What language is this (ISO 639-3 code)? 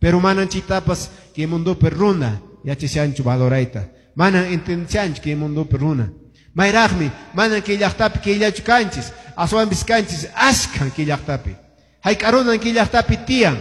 que